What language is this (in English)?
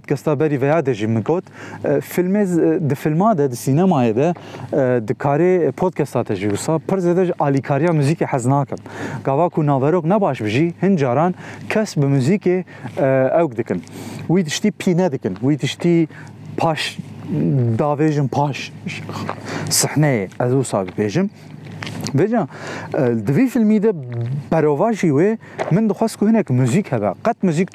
Kurdish